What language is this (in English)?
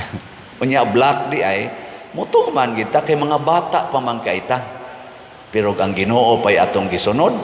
Cebuano